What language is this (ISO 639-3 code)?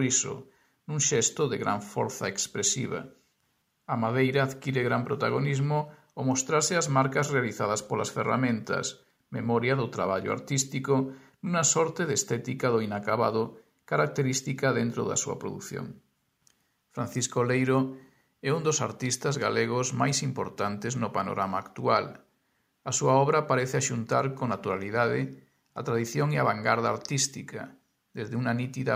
glg